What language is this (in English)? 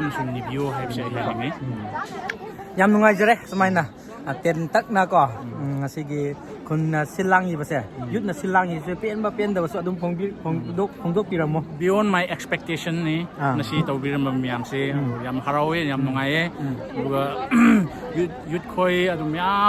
Manipuri